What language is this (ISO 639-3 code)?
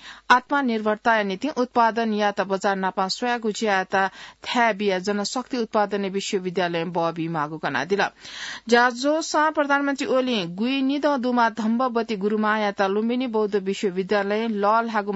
new